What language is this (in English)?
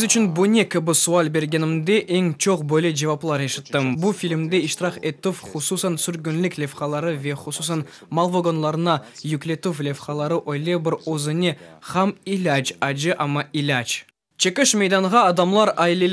Crimean Tatar